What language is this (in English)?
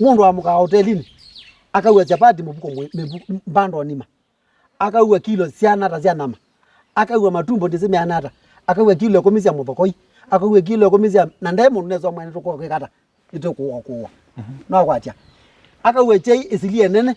Kamba